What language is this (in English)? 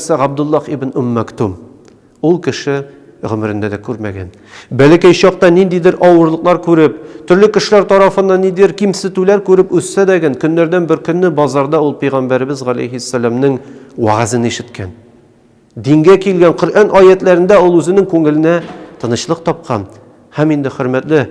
Tatar